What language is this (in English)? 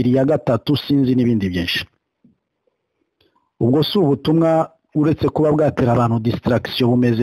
Kinyarwanda